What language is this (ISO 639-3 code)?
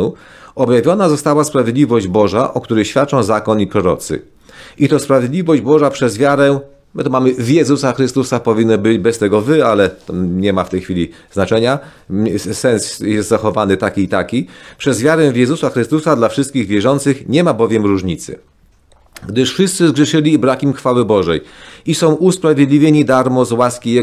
pol